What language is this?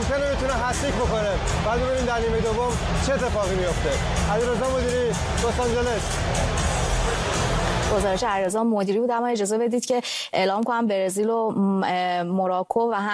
Persian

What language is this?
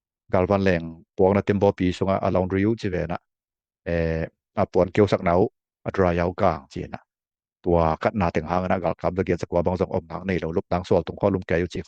Tedim Chin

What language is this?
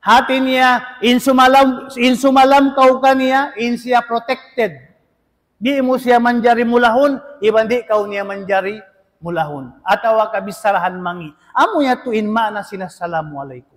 Tausug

